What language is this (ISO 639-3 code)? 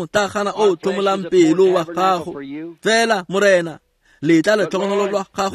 tsn